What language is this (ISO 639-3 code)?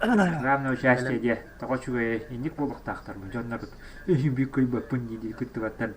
sah